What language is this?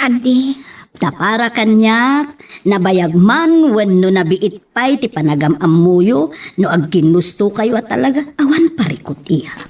Iloko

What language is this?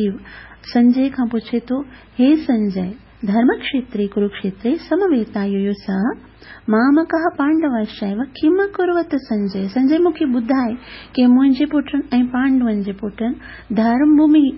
Sindhi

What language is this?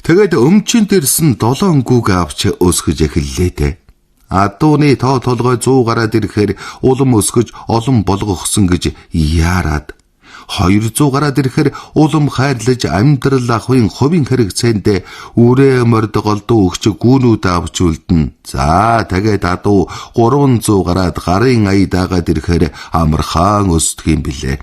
Mongolian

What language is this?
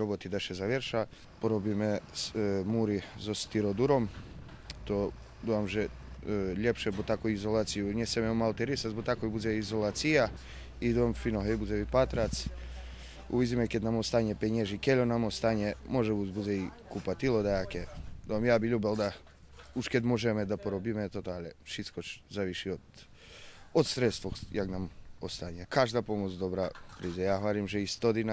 Rusyn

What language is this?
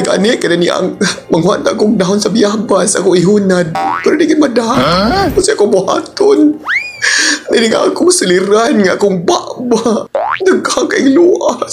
Cebuano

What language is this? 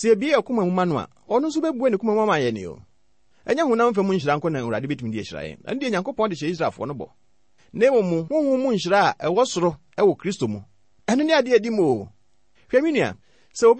Akan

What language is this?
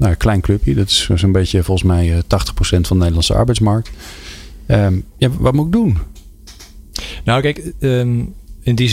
Dutch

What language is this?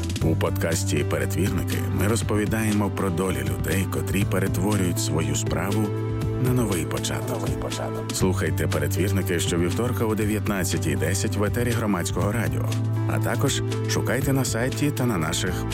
Ukrainian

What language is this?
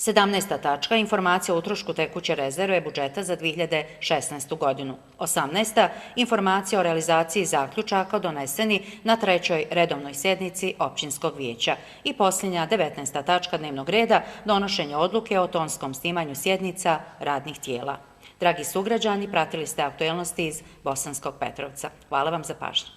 Bosnian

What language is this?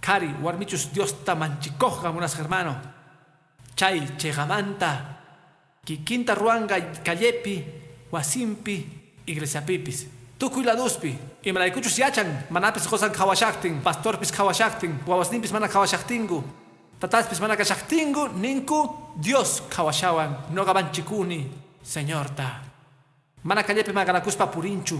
Quechua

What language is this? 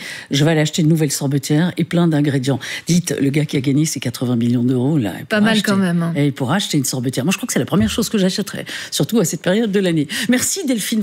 French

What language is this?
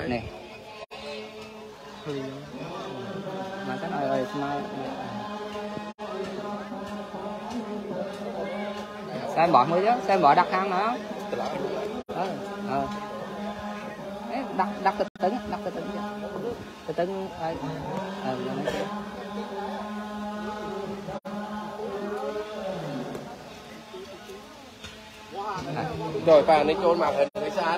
Vietnamese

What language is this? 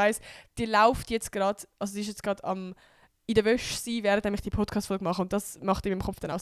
Swiss German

